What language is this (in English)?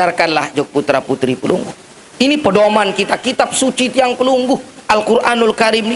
Sasak